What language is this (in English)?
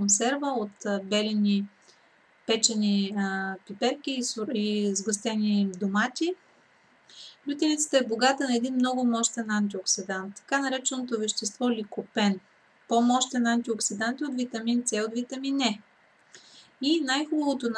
Bulgarian